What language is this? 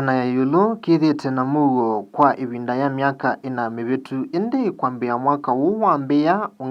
Kamba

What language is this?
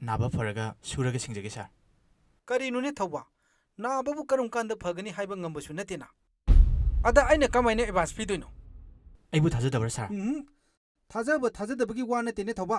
Manipuri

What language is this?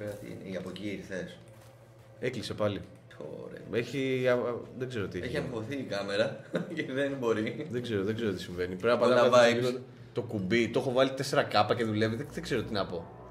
Greek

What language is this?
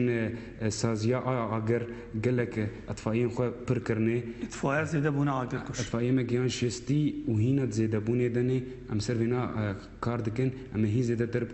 Kurdish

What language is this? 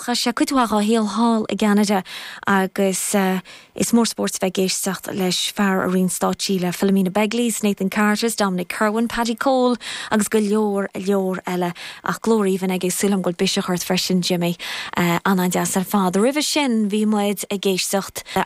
Irish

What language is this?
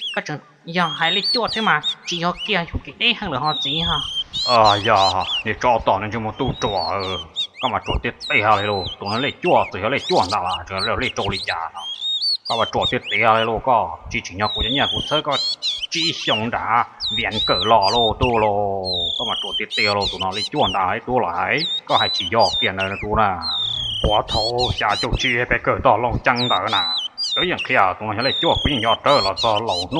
Hmong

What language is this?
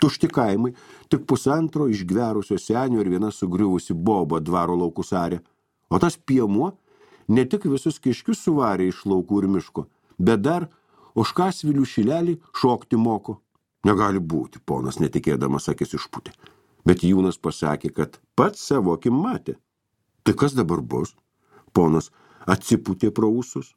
Lithuanian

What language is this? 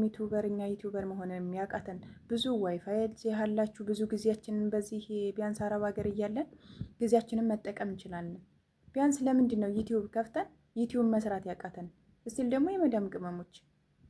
Amharic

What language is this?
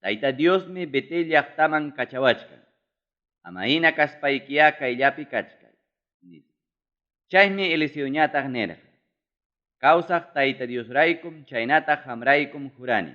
Ayacucho Quechua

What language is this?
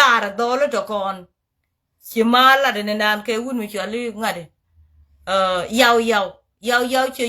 Nuer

